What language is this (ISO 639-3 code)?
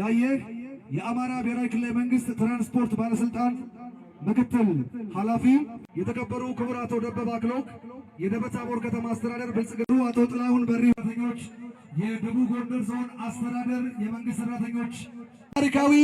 amh